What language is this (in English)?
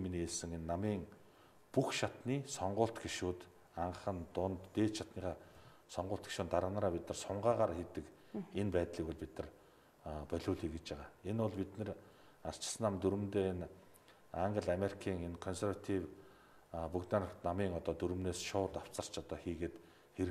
Mongolian